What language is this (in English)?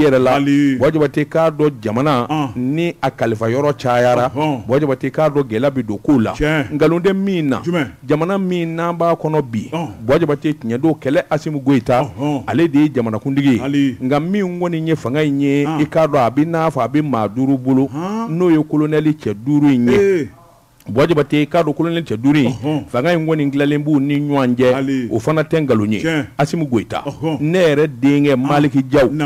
Bambara